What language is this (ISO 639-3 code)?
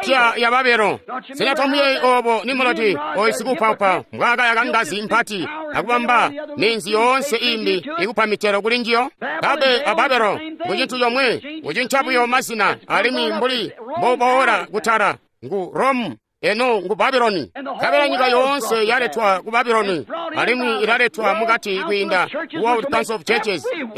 toi